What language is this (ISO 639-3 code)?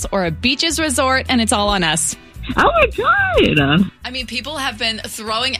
eng